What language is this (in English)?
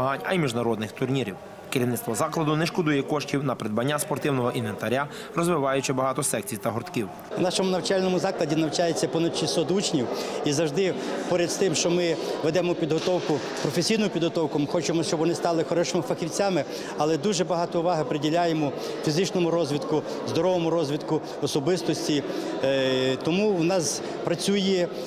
Ukrainian